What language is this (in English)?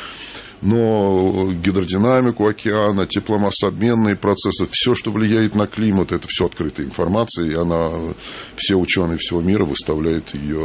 Russian